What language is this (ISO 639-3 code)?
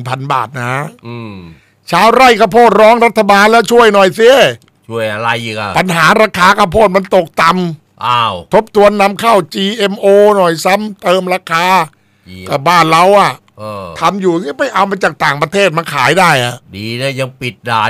tha